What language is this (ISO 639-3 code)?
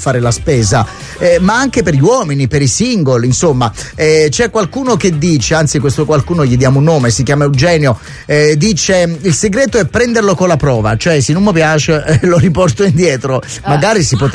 ita